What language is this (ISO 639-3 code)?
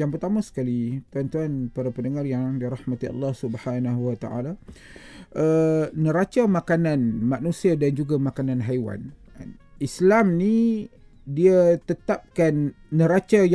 msa